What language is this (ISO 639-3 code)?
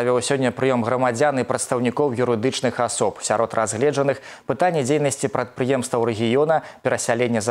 bel